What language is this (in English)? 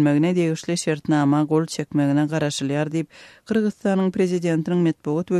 Turkmen